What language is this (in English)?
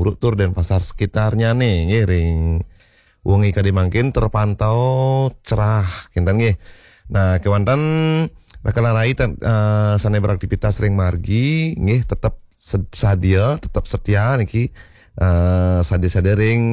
Balinese